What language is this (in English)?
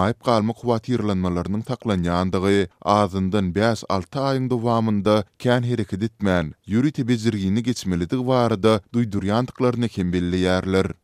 Turkmen